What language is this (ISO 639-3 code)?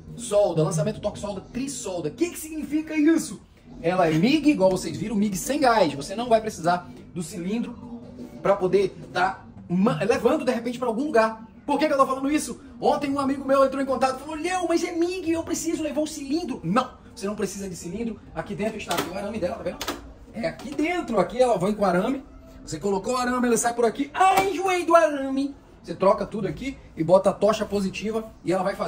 por